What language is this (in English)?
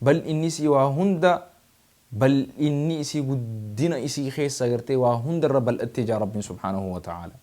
Oromo